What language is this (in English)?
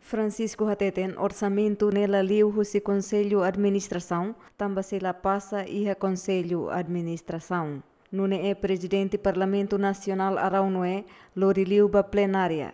Tetum